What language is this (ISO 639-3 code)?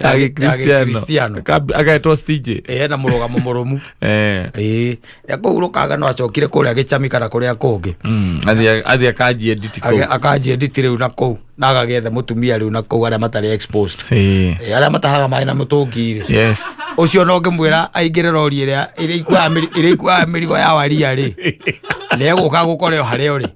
kik